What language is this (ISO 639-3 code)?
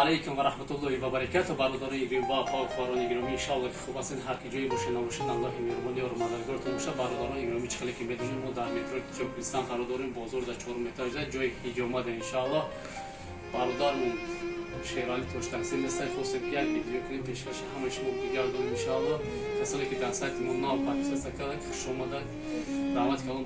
tgk